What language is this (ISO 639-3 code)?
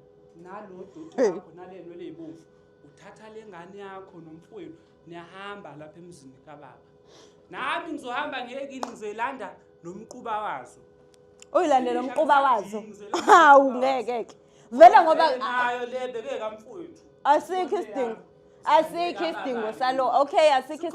zul